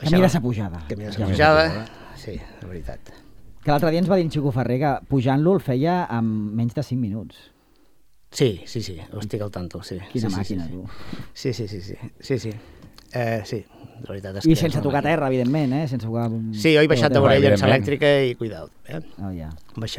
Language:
Catalan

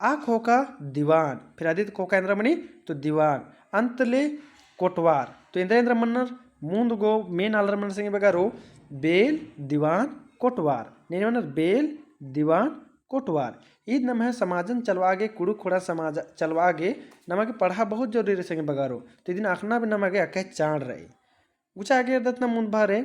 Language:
Kurukh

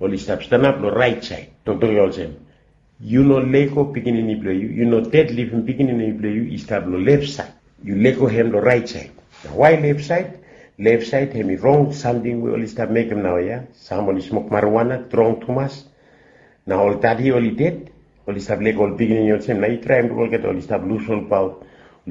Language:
Bislama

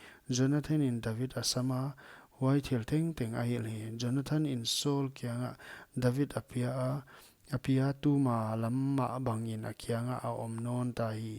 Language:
Paite Chin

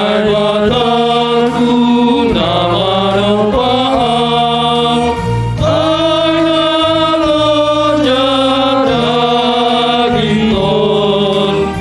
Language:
Batak Simalungun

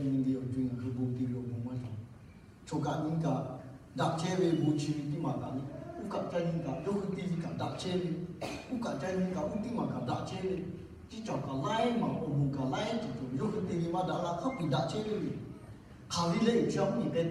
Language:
Lahu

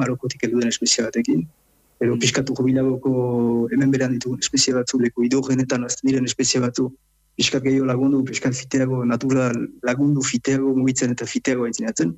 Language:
Basque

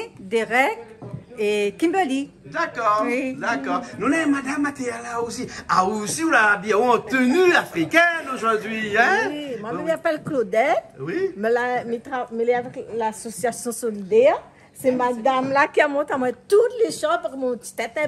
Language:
Réunion Creole French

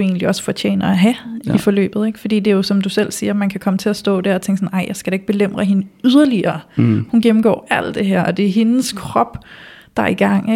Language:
Danish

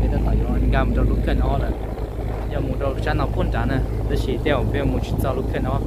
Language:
Hmong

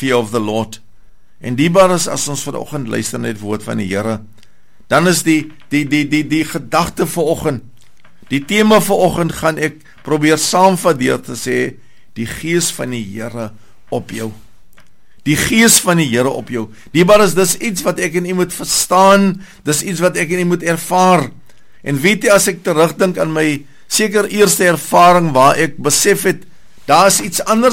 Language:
Afrikaans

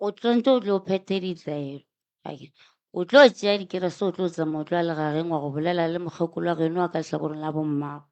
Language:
Northern Sotho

